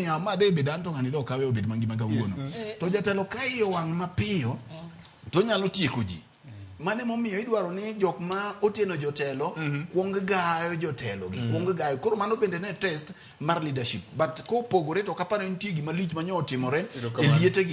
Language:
Luo (Kenya and Tanzania)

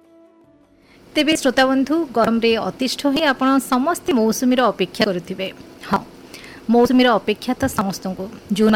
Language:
Odia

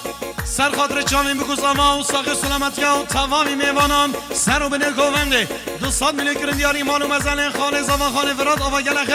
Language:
Kurdish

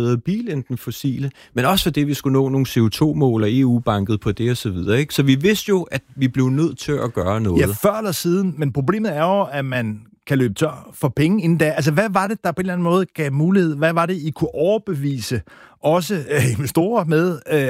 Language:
Danish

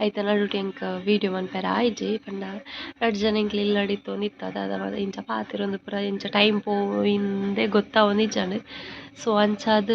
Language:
Tulu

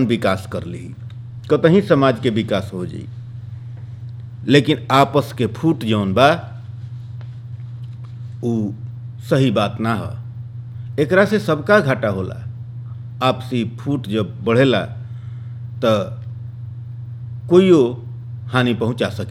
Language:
Bhojpuri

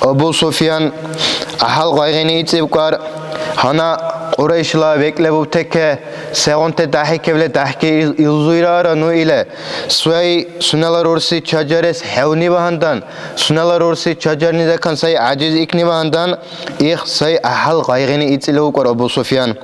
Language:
Dargwa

